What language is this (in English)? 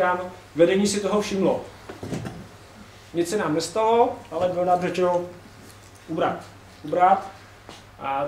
Czech